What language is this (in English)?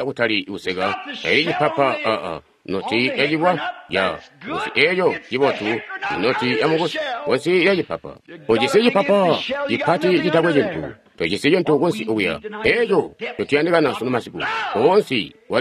Tonga (Zambia)